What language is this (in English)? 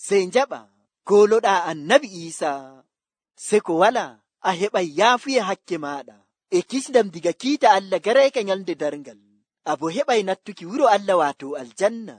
Nigerian Fulfulde